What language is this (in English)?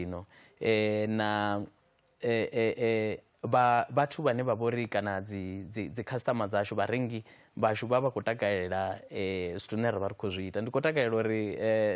Venda